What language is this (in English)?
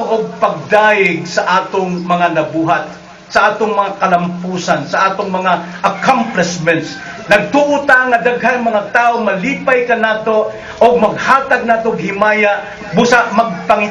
Cebuano